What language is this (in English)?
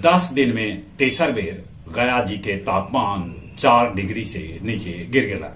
Magahi